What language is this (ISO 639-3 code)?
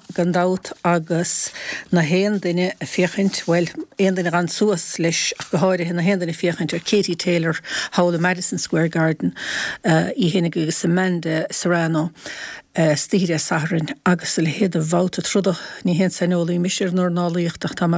gle